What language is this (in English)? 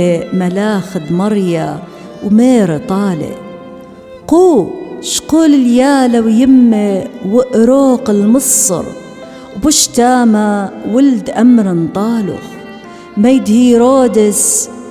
Assyrian Neo-Aramaic